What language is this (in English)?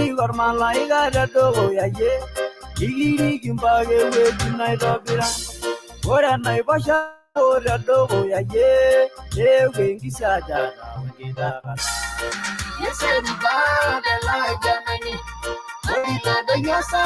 Masai